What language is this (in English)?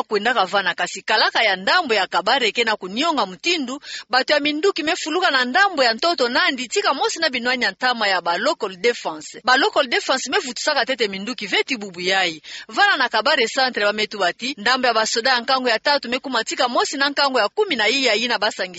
Kituba (Democratic Republic of Congo)